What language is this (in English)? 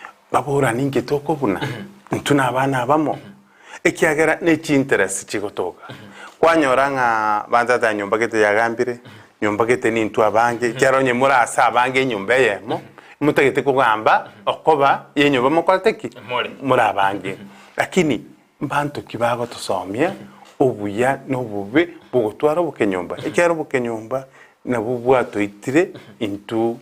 Gusii